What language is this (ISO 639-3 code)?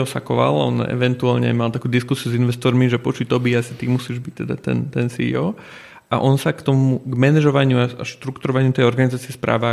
slk